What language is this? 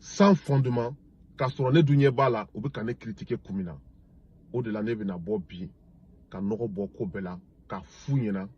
Bambara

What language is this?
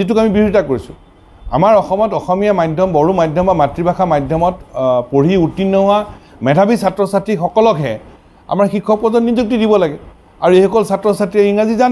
Assamese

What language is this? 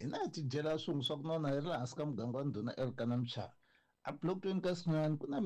Tsonga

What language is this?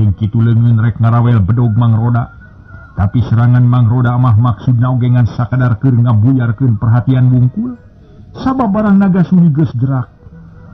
Sundanese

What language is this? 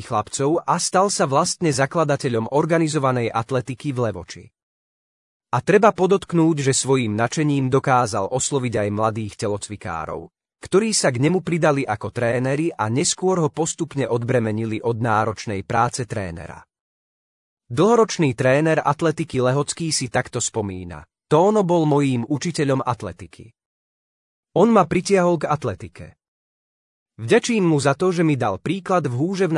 Slovak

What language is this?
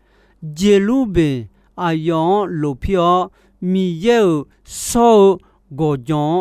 Akha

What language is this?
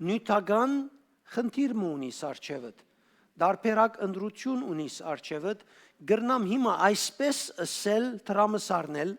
Western Armenian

